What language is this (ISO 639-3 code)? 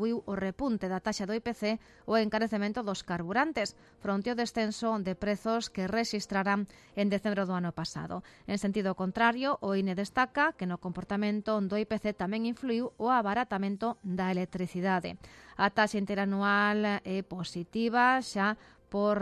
glg